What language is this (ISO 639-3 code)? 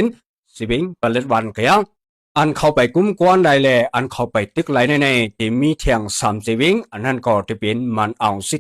shn